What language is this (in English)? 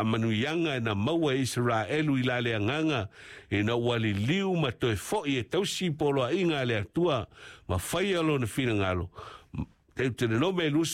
Samoan